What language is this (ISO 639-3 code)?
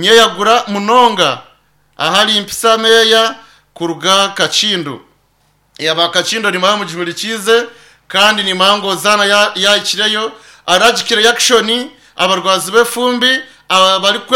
nyn